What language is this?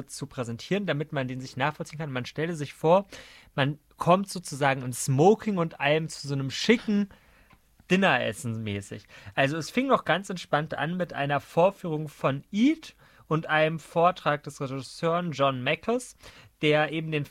German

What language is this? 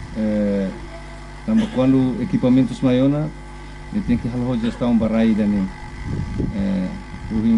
Tetum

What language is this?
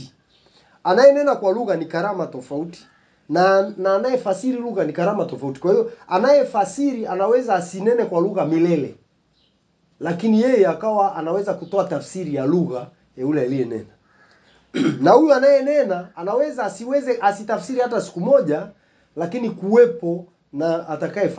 Swahili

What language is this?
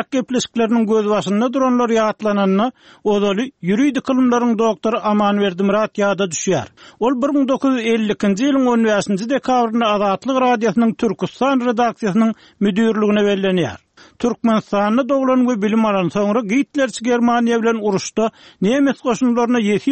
Turkmen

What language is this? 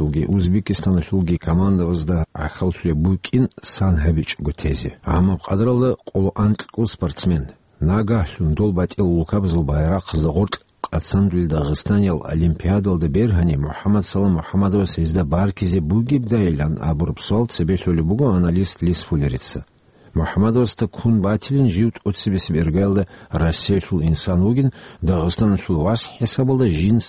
Avaric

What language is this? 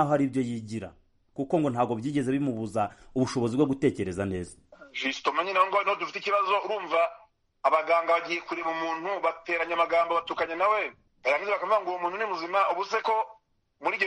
Kinyarwanda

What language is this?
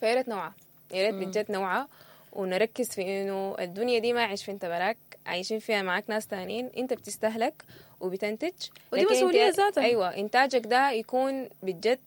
Sudanese Arabic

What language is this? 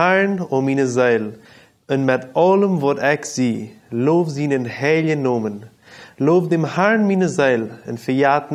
Plautdietsch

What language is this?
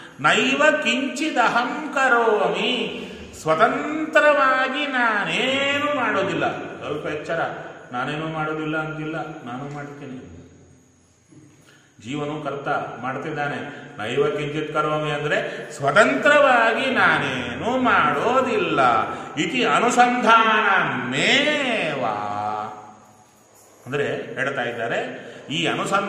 Kannada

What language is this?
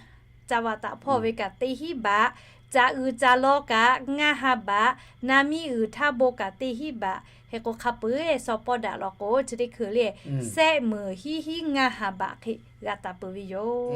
Lahu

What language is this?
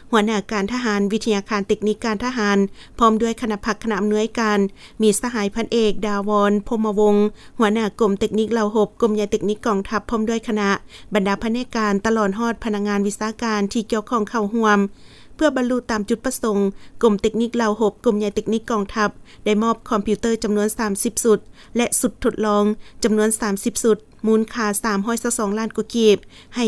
Lao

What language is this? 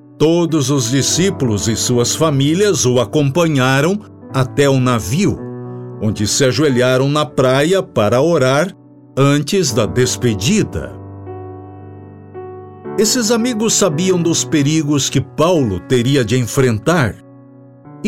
Portuguese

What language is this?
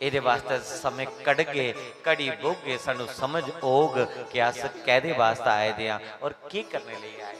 Dogri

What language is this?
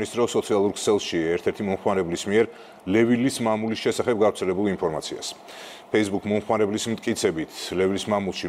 Georgian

